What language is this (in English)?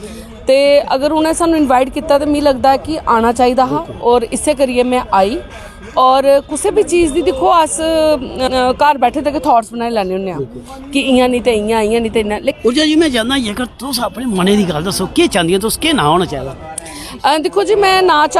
Dogri